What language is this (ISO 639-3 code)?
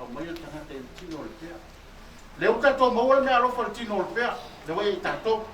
smo